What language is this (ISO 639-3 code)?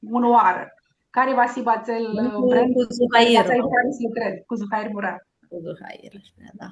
rup